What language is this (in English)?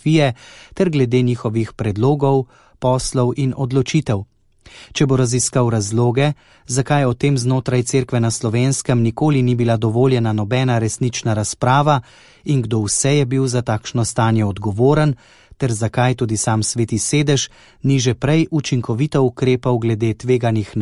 Slovenian